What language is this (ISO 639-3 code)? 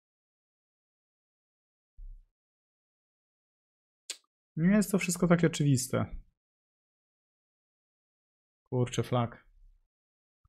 pol